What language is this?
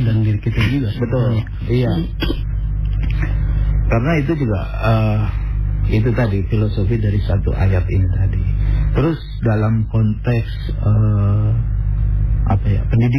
Indonesian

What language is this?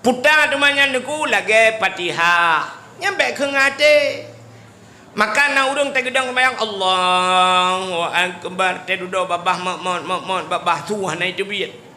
Achinese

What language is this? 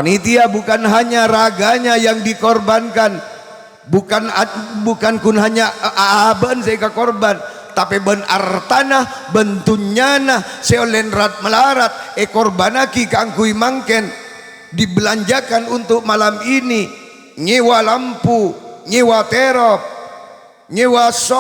Madurese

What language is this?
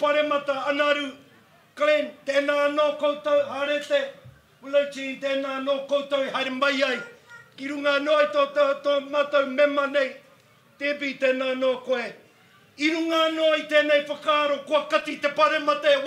Māori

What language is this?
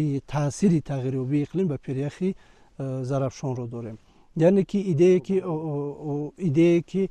Tajik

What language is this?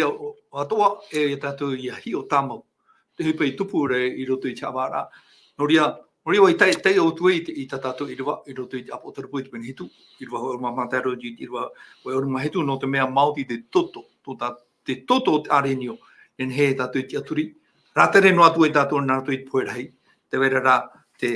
Tahitian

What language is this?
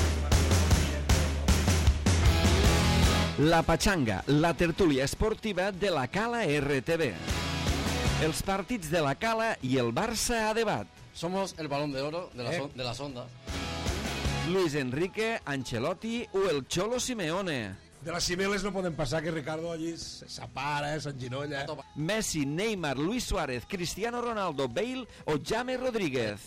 Catalan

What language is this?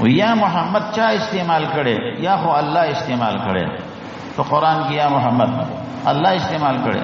Pashto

